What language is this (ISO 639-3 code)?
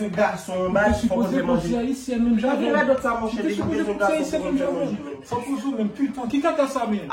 hat